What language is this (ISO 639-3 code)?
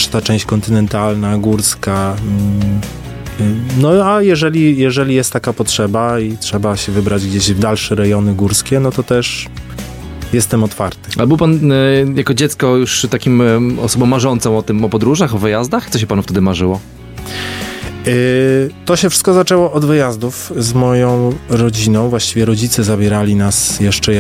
pol